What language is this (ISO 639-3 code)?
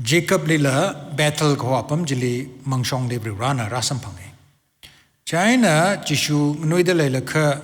nmf